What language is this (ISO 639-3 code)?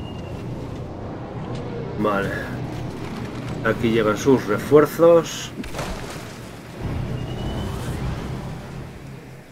spa